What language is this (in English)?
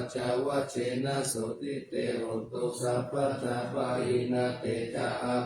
Pali